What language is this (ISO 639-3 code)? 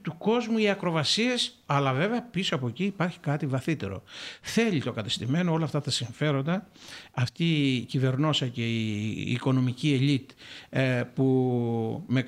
ell